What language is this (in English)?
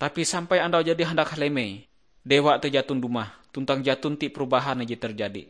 Ngaju